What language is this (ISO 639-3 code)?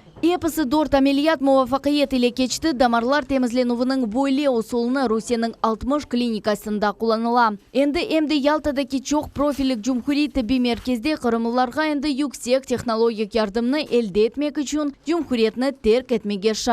crh